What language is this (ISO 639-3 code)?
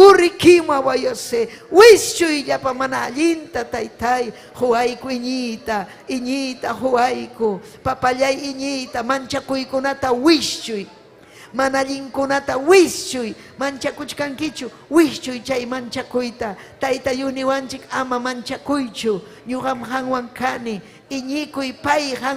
quy